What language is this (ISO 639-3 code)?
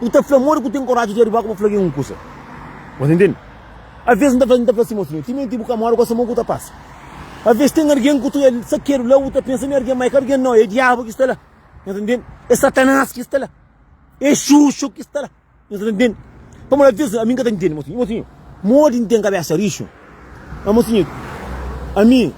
kea